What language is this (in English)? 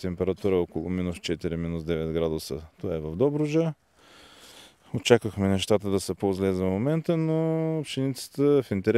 Bulgarian